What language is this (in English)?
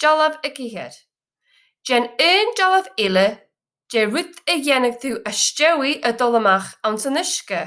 Scottish Gaelic